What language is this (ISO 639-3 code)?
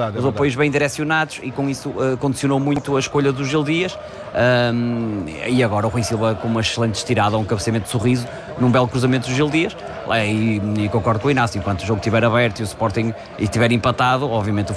por